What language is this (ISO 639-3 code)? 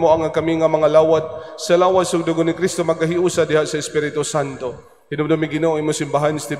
ceb